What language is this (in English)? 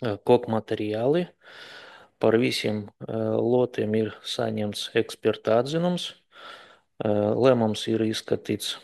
Latvian